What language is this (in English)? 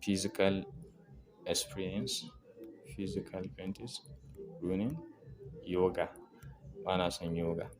Hausa